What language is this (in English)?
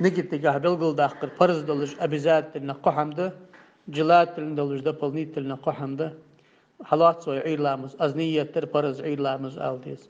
Ingush